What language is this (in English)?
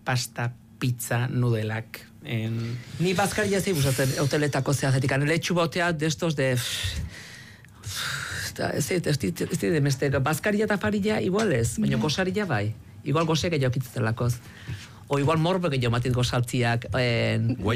Basque